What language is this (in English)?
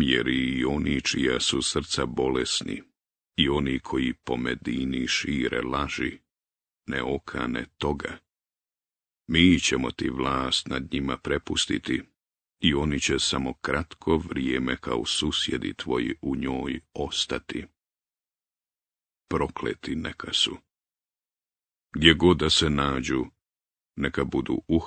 Bosnian